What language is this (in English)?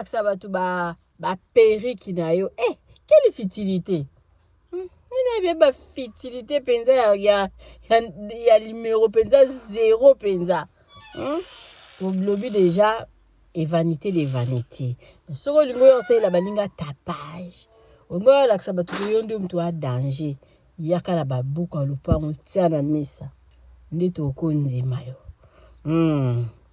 Lingala